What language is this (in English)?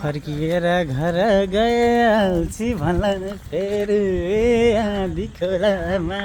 Nepali